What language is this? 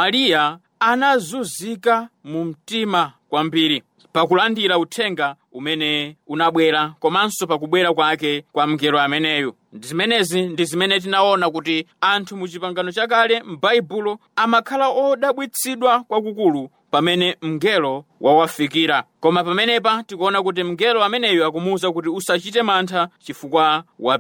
Nyanja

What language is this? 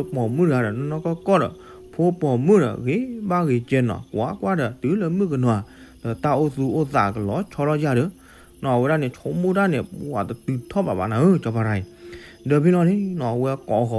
S'gaw Karen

